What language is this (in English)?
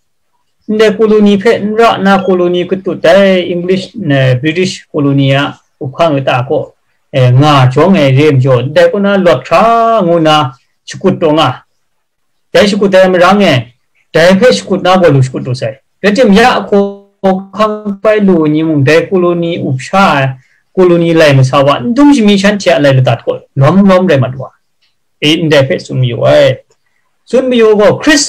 Kachin